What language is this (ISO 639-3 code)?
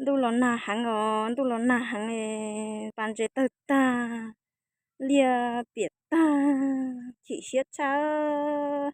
hmn